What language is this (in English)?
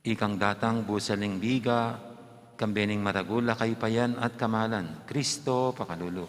Pampanga